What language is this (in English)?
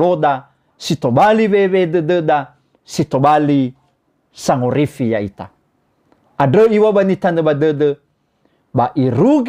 Nias